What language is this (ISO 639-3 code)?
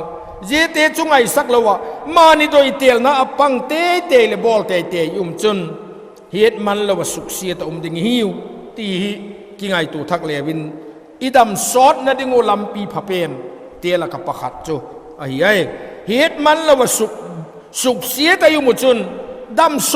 vap